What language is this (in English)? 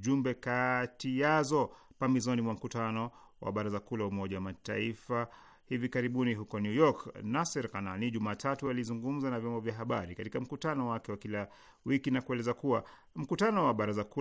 Swahili